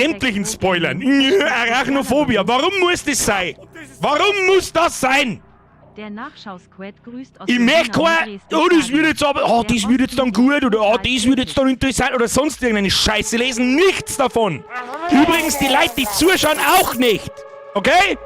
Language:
Bavarian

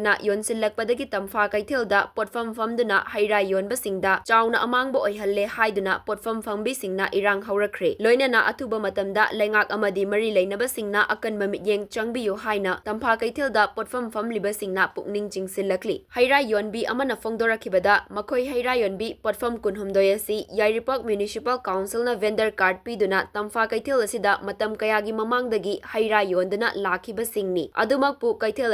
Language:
Manipuri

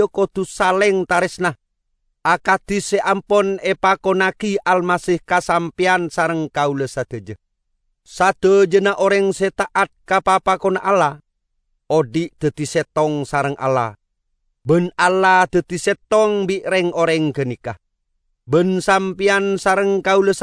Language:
Madurese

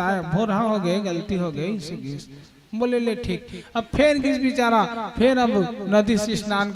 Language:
Chhattisgarhi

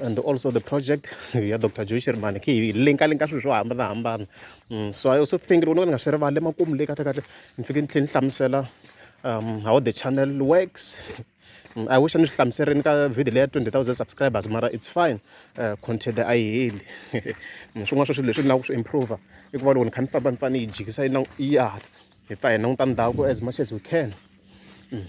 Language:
Tsonga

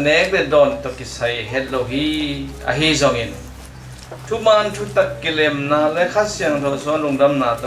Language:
Tedim Chin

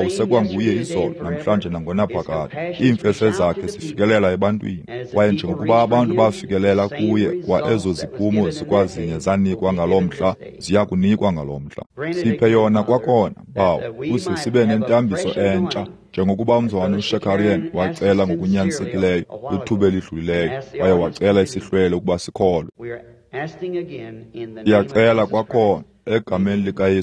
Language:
Xhosa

